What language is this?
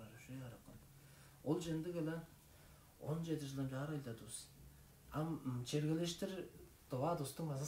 Tuvinian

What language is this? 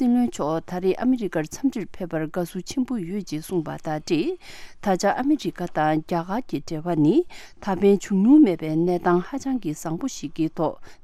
Tibetan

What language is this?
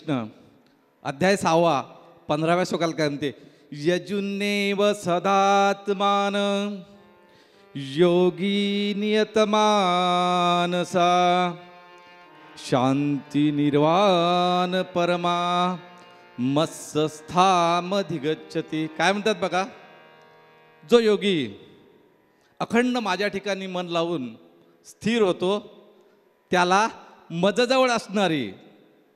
Marathi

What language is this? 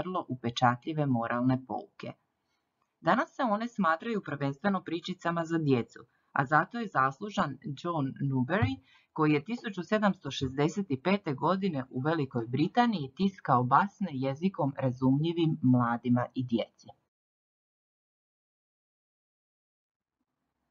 Croatian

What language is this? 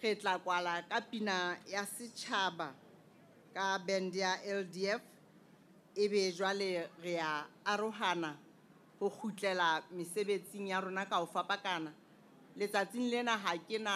Southern Sotho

